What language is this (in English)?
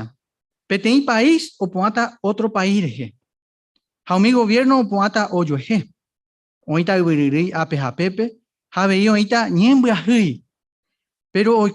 Guarani